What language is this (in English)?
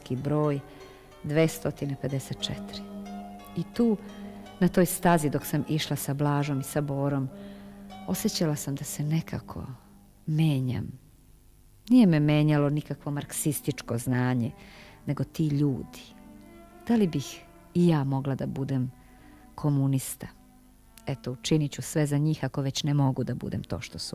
Serbian